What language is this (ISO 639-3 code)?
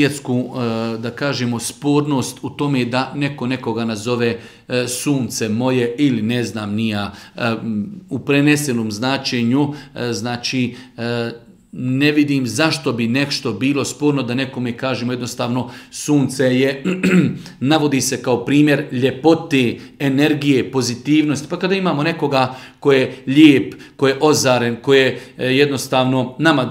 bos